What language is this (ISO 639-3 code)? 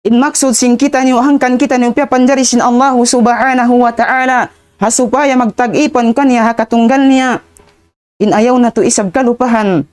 tsg